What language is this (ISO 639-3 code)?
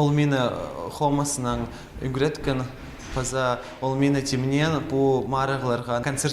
kjh